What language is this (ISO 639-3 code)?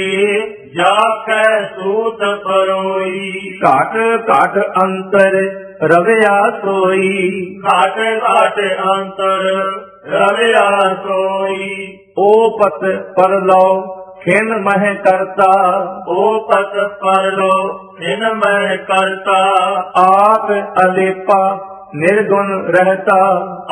pan